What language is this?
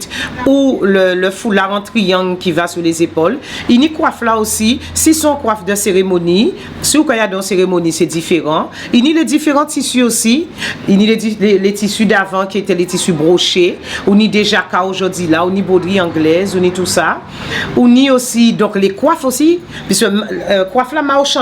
Guadeloupean Creole French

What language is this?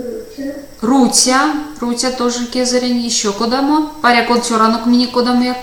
Erzya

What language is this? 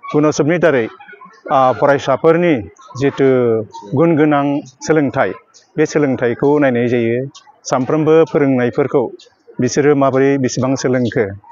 Bodo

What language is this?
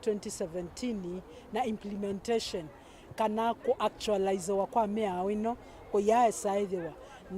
Kamba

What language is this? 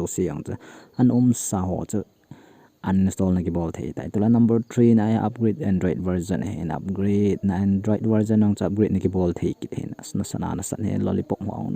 Thado Chin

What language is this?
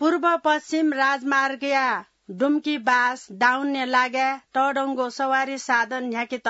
Newari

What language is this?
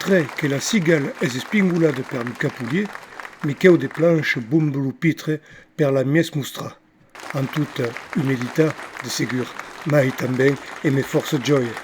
Occitan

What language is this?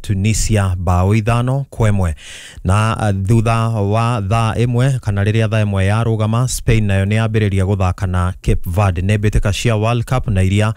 Kikuyu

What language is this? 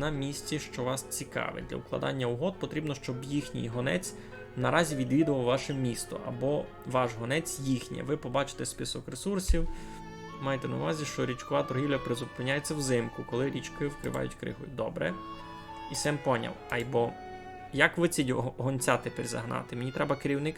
Rusyn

